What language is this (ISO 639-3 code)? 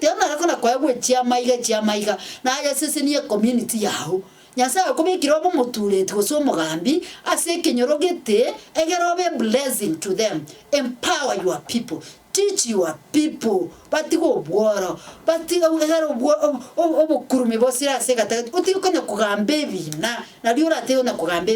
guz